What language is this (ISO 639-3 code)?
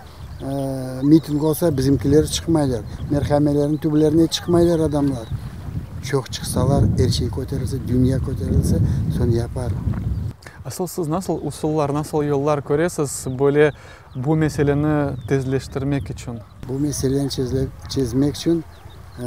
crh